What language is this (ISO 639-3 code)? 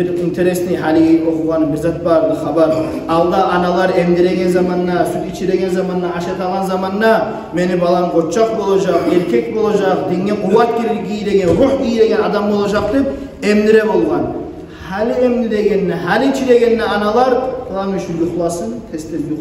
kum